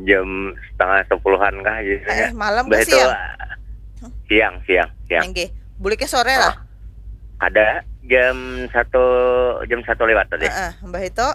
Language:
Banjar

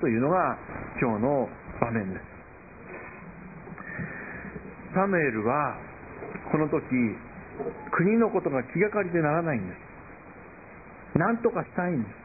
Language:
Japanese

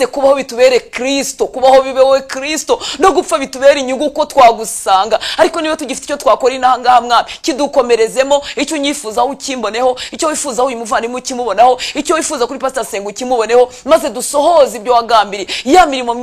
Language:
Kinyarwanda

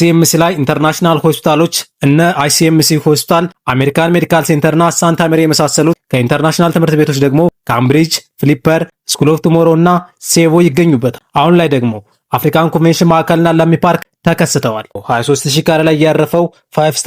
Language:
Amharic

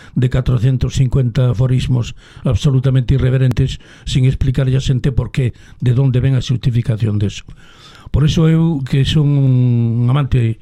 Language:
Galician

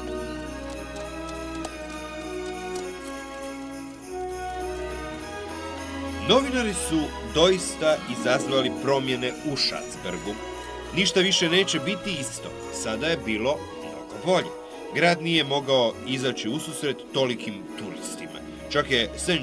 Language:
Croatian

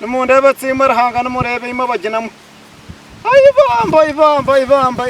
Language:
Nyankole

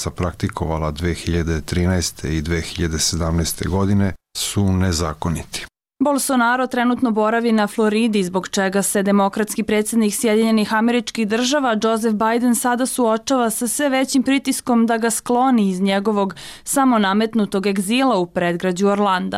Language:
Bosnian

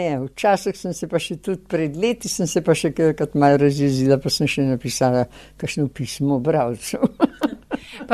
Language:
Slovenian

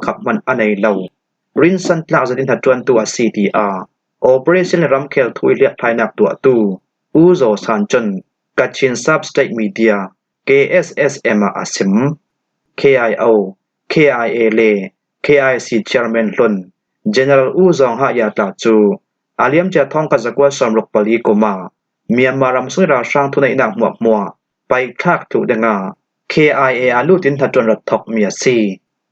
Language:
Falam Chin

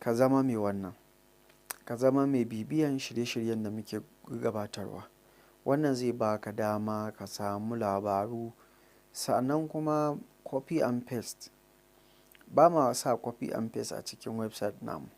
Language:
Hausa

